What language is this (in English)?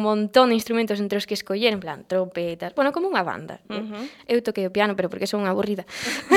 Galician